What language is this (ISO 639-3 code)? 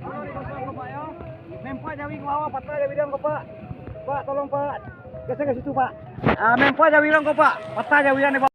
min